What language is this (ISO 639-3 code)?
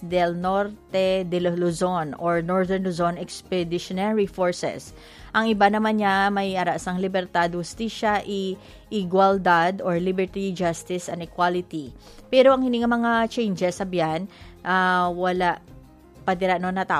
hil